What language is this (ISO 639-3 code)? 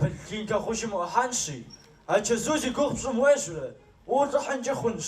kbd